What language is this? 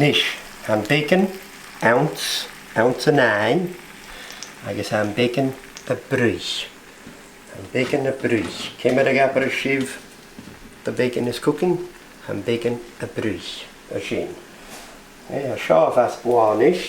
Scottish Gaelic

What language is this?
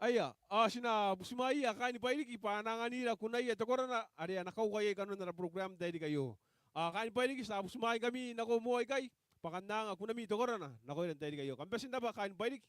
Gilbertese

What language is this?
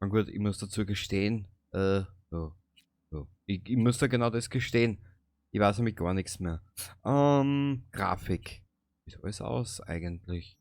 Bavarian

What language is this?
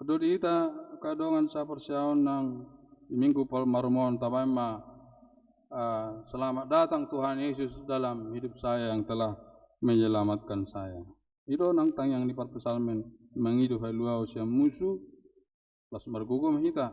Batak Toba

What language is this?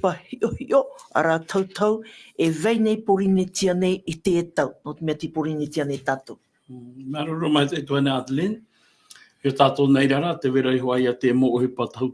Tahitian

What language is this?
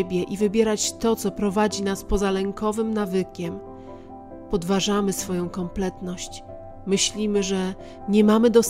Polish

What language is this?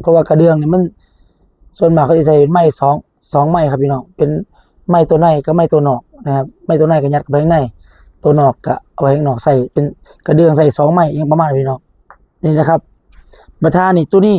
Northeastern Thai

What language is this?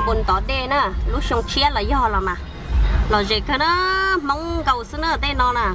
Hmong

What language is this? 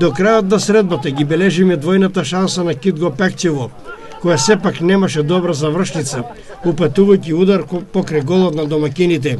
Macedonian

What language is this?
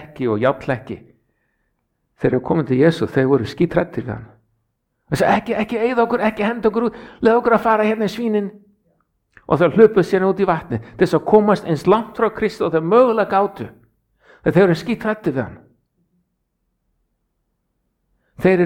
Icelandic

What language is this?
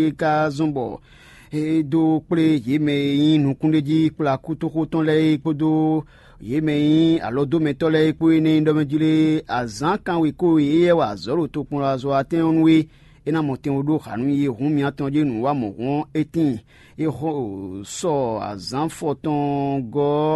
Fon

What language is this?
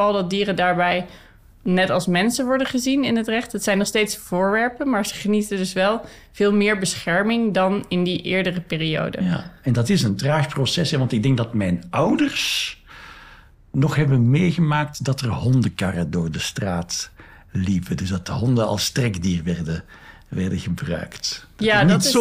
Dutch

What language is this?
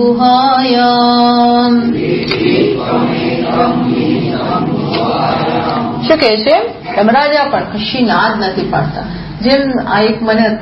Gujarati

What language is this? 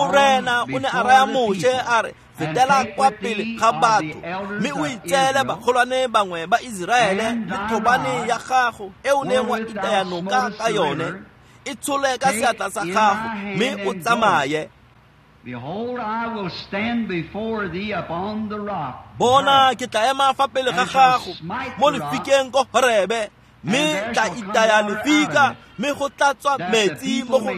Tswana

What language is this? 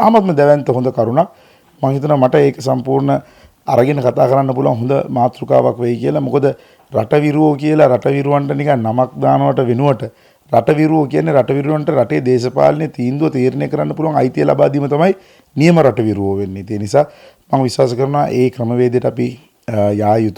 Sinhala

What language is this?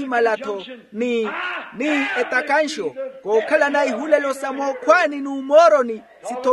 Makhuwa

